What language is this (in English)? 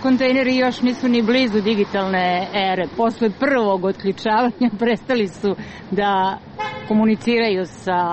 Serbian